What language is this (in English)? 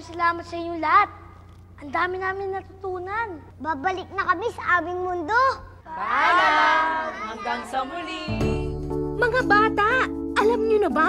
Filipino